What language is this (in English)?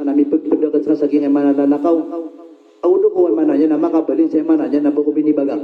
Maranao